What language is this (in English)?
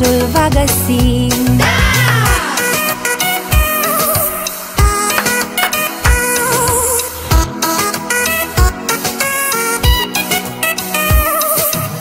Romanian